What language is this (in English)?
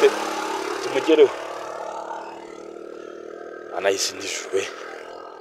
Kinyarwanda